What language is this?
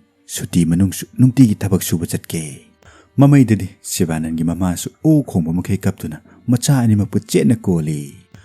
Manipuri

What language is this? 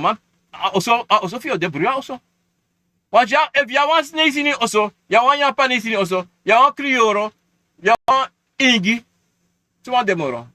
Sranan Tongo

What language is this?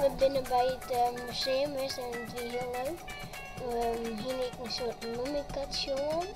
Western Frisian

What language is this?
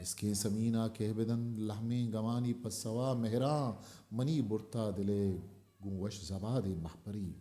Eastern Balochi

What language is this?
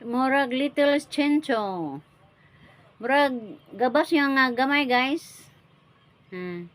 Cebuano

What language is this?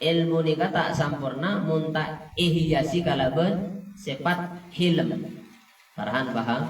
Madurese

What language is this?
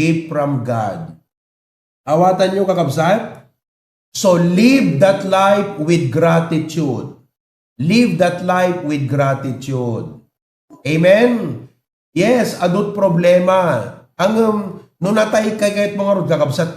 Iloko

